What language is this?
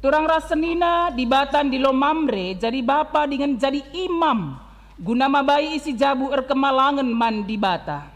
Batak Karo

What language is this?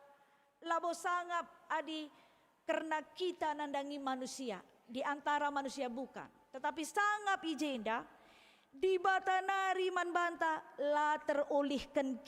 Batak Karo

